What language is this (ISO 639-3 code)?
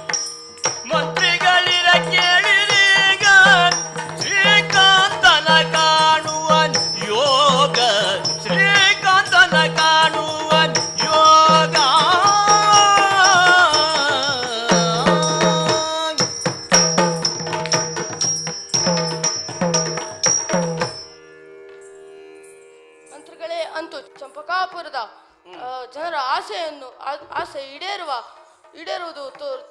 kan